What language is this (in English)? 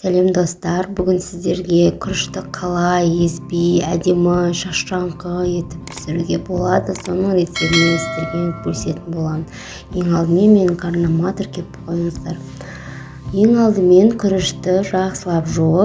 Kazakh